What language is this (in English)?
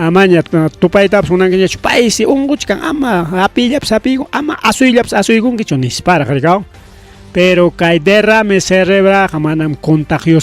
Ayacucho Quechua